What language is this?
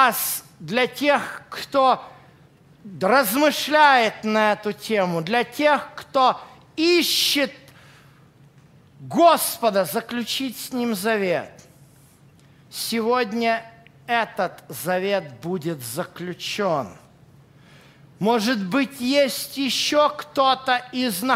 Russian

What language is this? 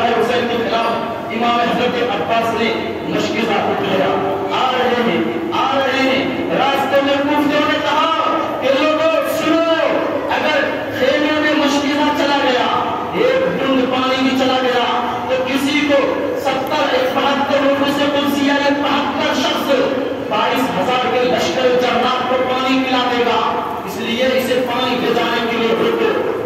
Urdu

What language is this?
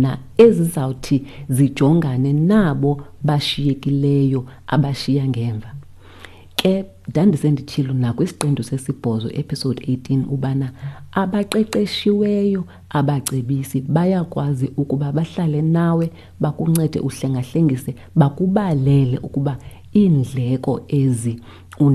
Xhosa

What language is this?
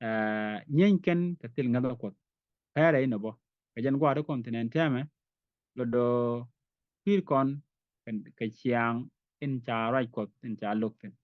Nuer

